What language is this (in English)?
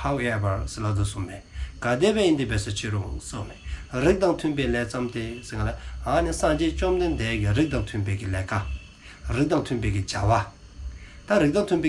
Dzongkha